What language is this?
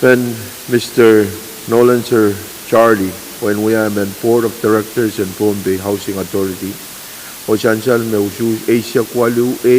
Pohnpeian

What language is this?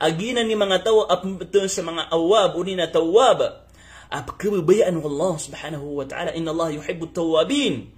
Maranao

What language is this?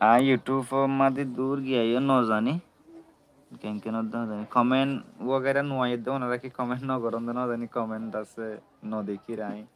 Rohingya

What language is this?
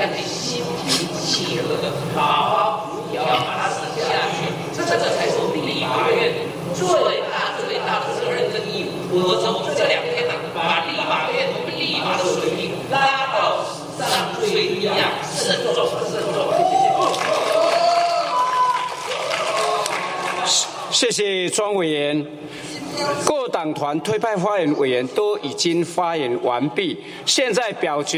Chinese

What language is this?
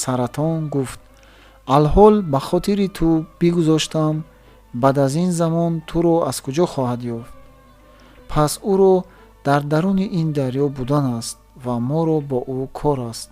Tajik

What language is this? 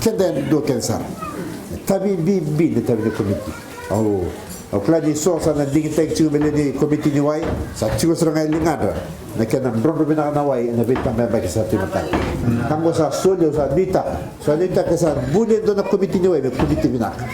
Fijian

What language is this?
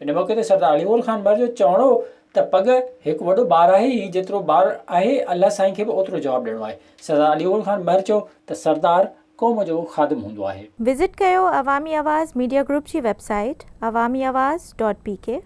Sindhi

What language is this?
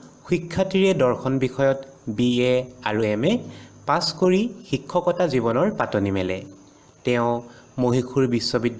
Assamese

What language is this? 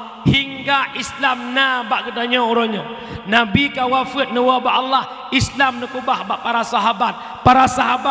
Achinese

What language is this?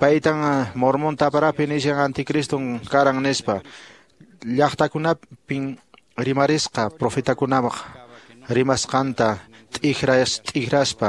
Quechua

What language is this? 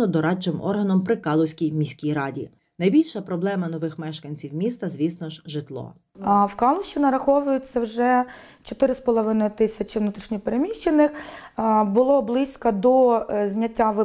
Ukrainian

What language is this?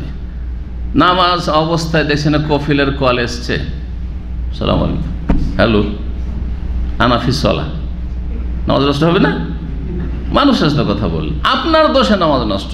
Bangla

